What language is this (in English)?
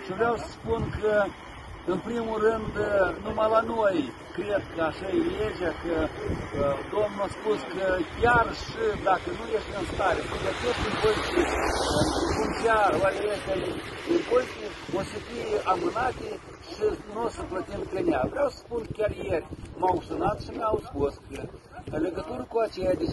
Romanian